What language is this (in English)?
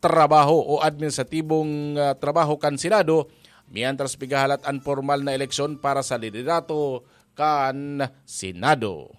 Bikol